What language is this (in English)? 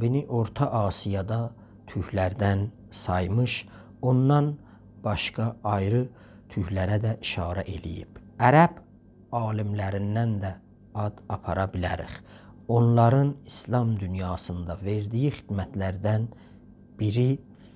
South Azerbaijani